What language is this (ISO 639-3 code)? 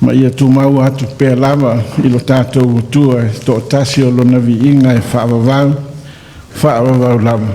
smo